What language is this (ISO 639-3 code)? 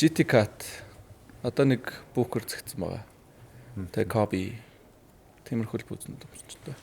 mon